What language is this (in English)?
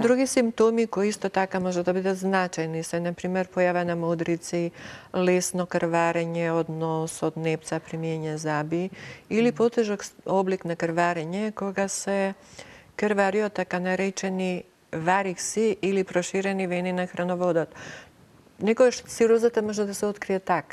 Macedonian